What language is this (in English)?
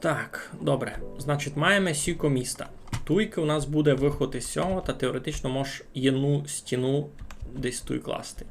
Rusyn